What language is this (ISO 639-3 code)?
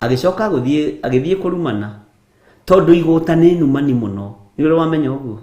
kik